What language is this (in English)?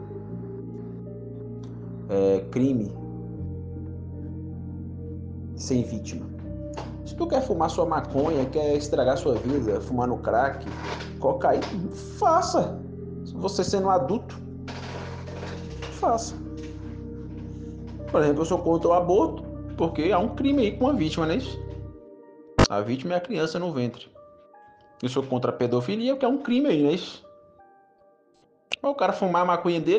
Portuguese